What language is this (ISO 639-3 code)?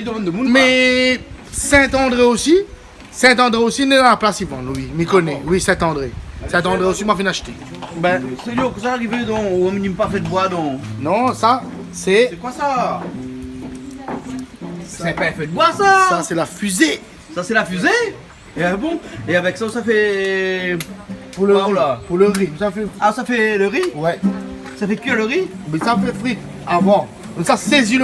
rcf